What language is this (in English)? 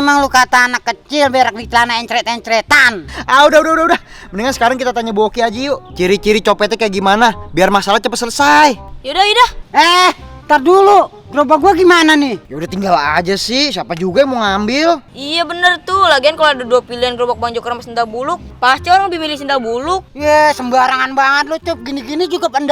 Betawi